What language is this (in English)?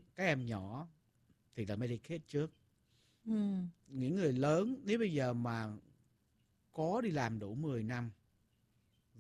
Vietnamese